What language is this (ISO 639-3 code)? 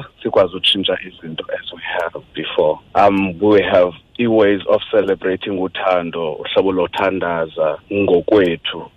xho